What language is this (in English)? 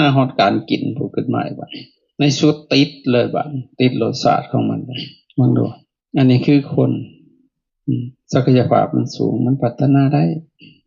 Lao